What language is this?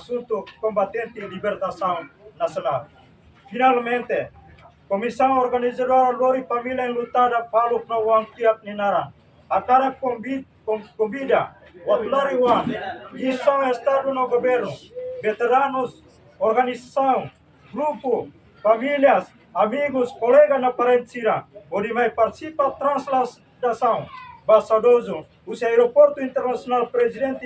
Tetum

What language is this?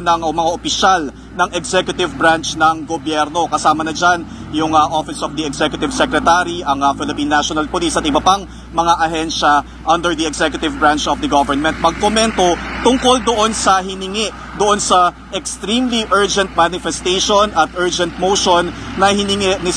Filipino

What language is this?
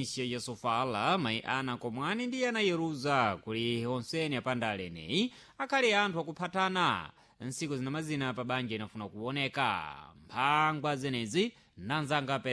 Sena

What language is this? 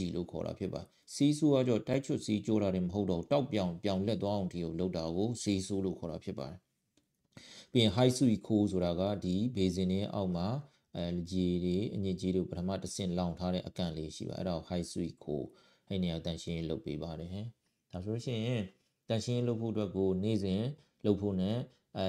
Burmese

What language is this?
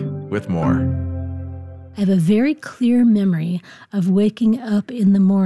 English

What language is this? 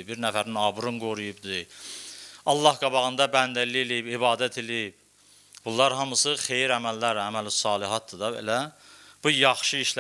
Azerbaijani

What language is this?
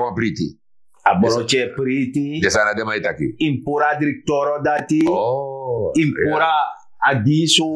Sranan Tongo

